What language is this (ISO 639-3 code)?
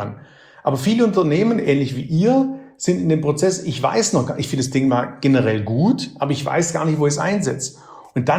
deu